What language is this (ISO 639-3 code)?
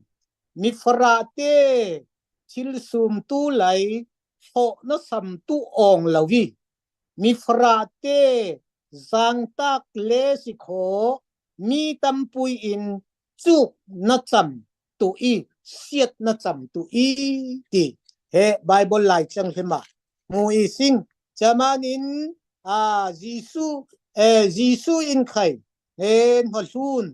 cfm